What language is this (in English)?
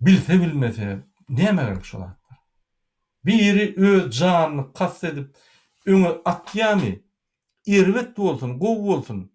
Turkmen